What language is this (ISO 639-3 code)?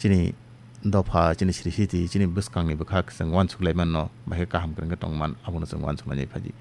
trp